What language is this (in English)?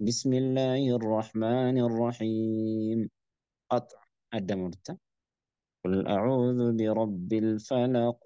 Oromo